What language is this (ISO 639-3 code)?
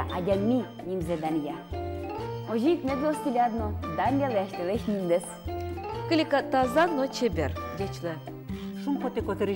udm